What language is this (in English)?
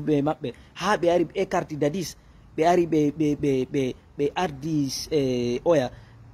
Fula